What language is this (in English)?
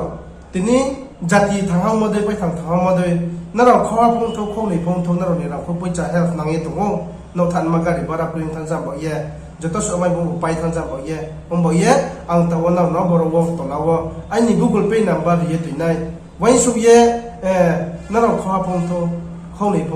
Riang (India)